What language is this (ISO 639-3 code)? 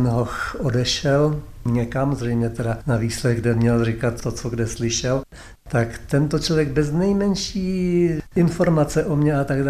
ces